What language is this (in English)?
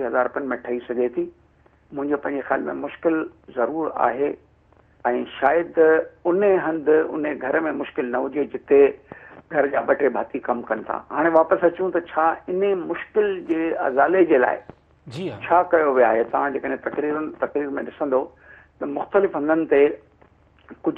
Sindhi